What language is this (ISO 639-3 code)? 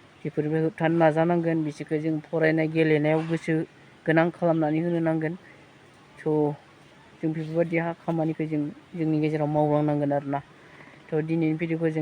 brx